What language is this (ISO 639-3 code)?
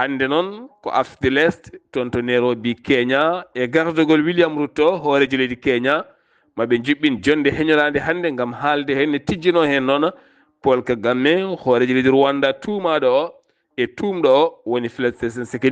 ful